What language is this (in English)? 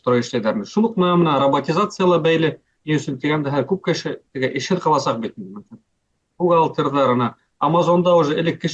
Bashkir